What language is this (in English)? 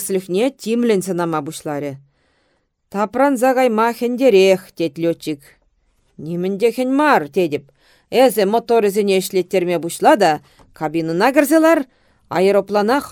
Chuvash